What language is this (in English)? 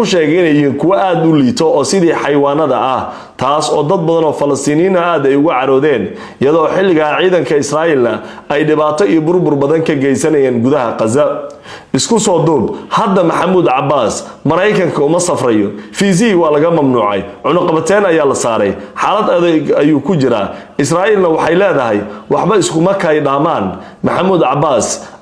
Somali